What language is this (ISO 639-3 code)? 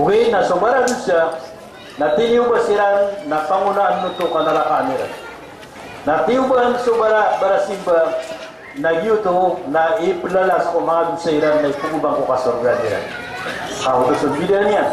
mrw